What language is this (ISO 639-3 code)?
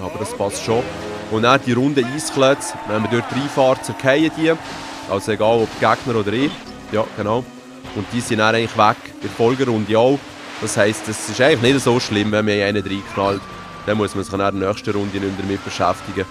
gsw